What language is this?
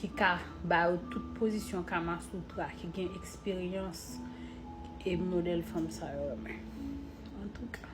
Haitian Creole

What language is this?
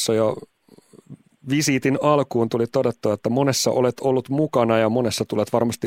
Finnish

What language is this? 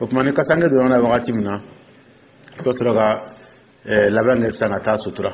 Dyula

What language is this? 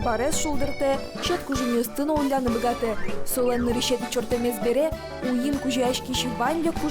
Udmurt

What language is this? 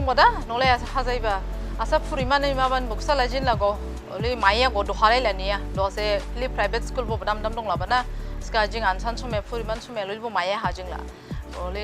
Dimasa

